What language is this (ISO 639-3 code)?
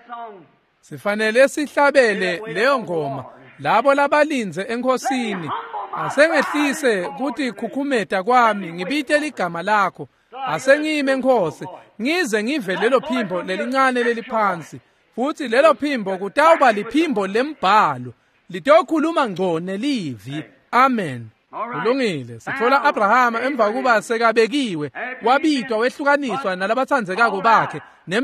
ssw